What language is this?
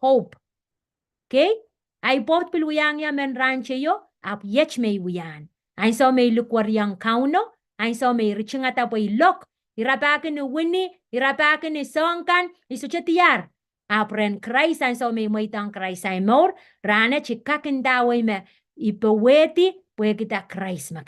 Pohnpeian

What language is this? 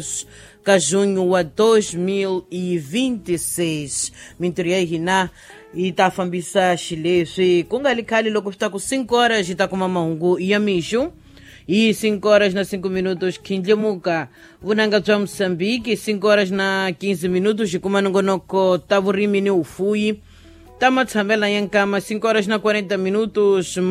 Tsonga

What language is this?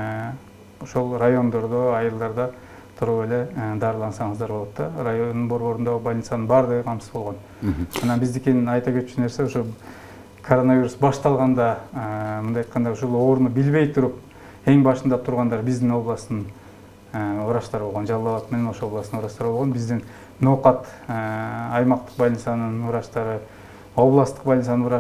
Kyrgyz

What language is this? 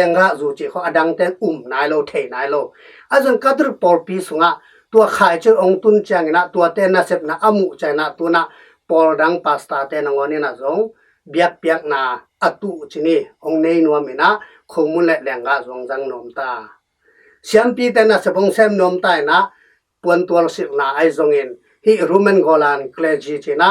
Tedim Chin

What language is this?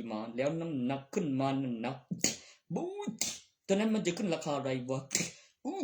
Northeastern Thai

